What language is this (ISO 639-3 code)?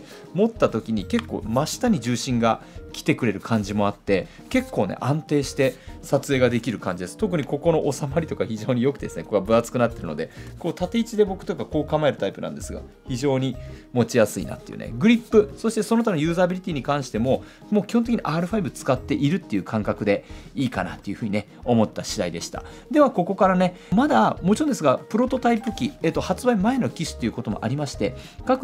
jpn